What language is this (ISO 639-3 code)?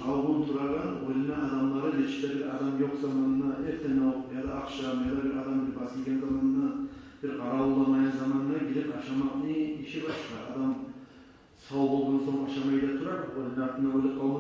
kum